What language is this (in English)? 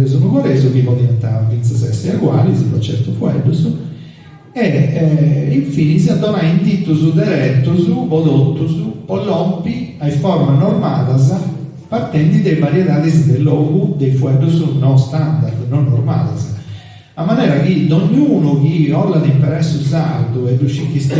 Sardinian